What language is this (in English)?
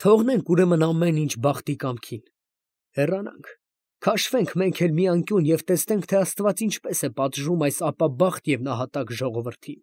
Armenian